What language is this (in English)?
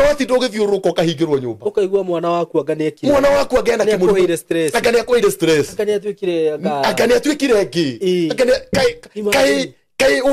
Kikuyu